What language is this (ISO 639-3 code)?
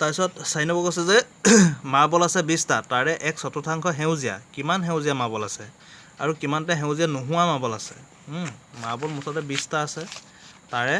asm